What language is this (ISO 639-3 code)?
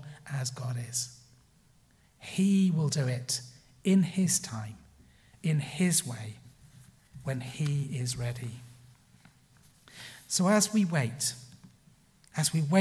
eng